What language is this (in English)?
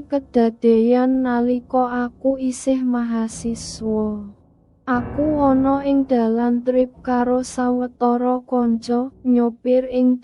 Javanese